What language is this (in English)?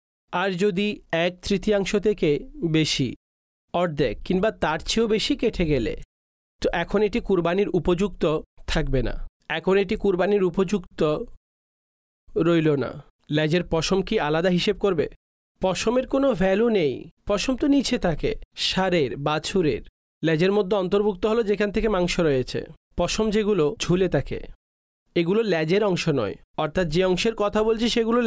Bangla